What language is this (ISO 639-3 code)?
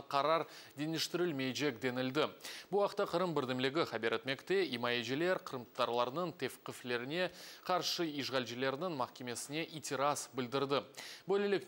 crh